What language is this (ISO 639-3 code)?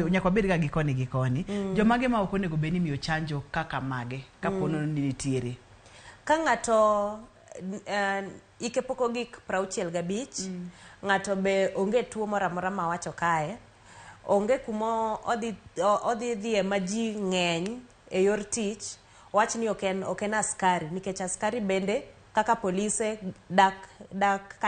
luo